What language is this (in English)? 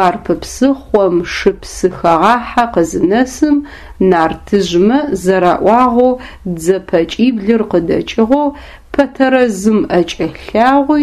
Adyghe